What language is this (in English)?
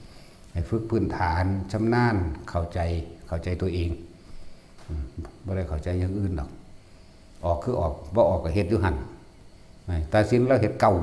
Northeastern Thai